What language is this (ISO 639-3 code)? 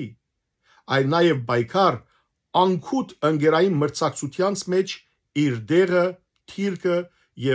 hyw